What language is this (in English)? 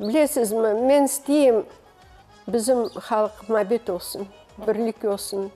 Crimean Tatar